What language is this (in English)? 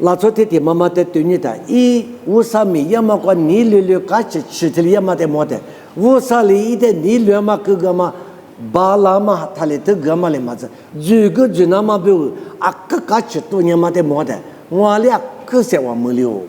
Lisu